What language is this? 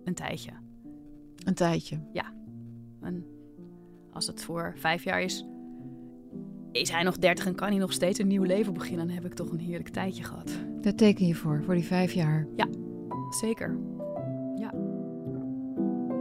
Dutch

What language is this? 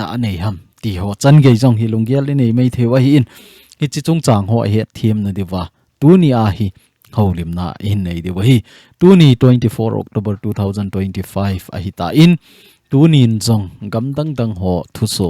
Thado Chin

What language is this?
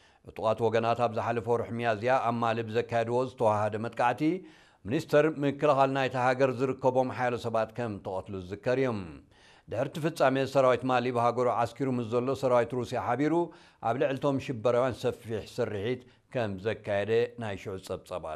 Tigrinya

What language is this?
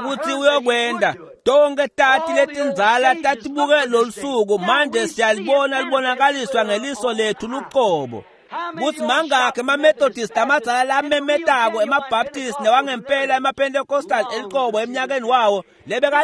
Swati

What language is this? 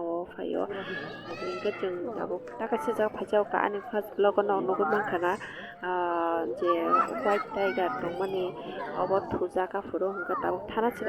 Kok Borok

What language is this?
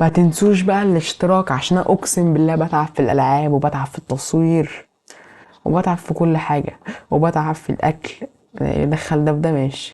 Egyptian Arabic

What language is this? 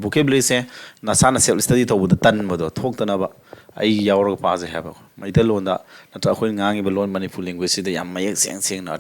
Manipuri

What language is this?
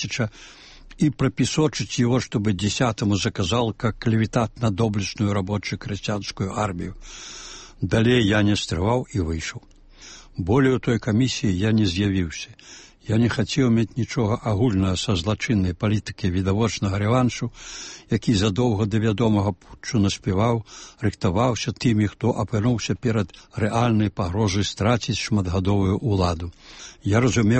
Belarusian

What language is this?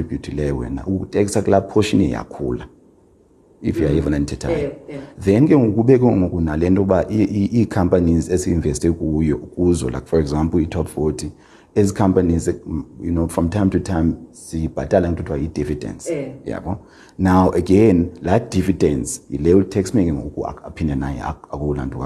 Xhosa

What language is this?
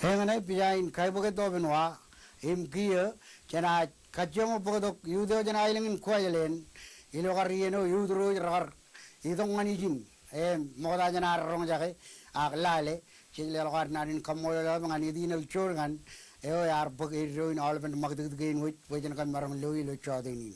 Marshallese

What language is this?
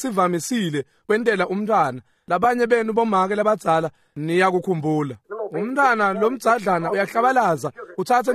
Swati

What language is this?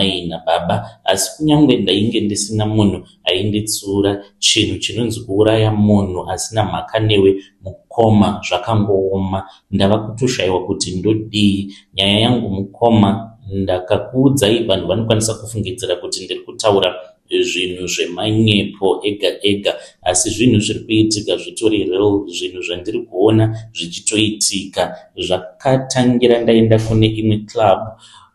Shona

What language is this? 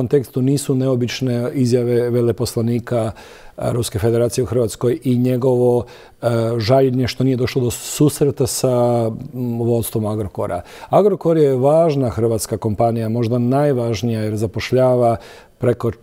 Croatian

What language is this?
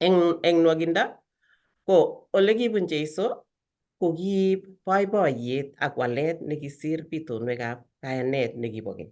Kalenjin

